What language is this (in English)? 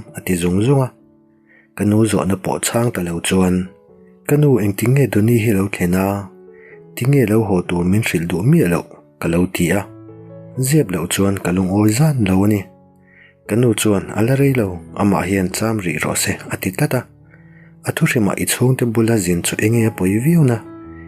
Mizo